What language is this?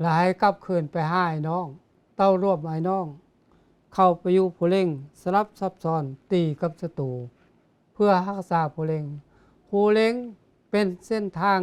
Lao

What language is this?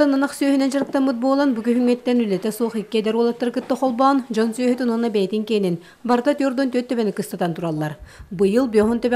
Yakut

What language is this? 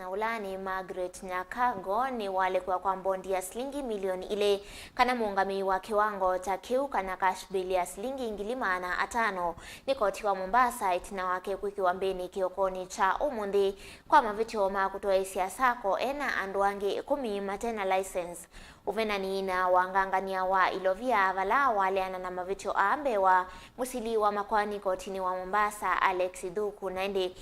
Kamba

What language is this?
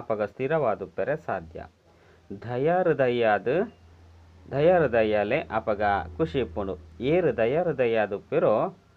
Tulu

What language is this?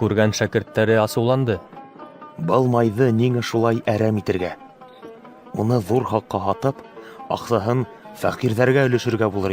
Bashkir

